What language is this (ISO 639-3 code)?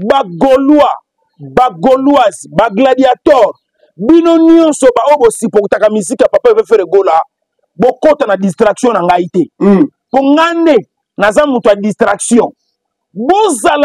lin